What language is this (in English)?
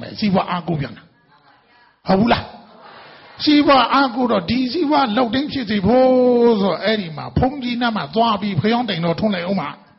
Burmese